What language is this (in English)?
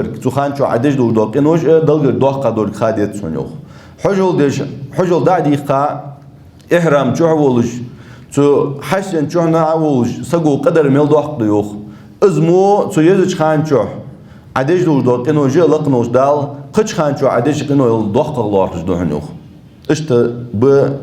Ingush